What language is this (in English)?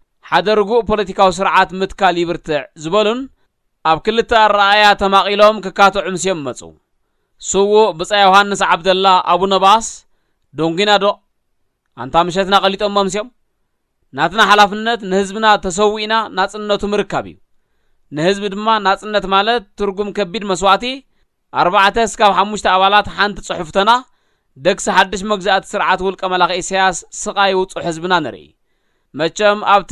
Tigrinya